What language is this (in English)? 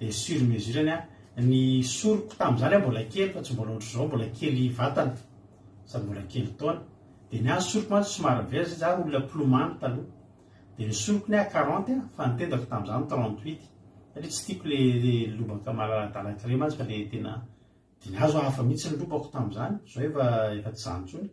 Malagasy